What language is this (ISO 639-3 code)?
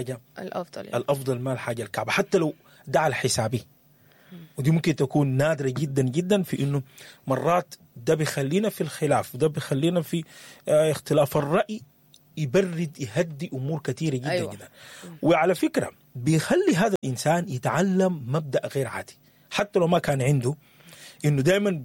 apd